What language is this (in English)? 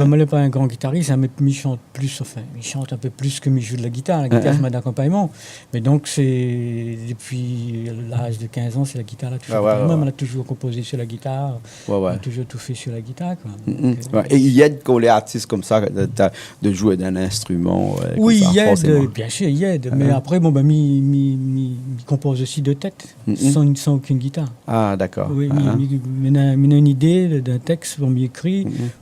Réunion Creole French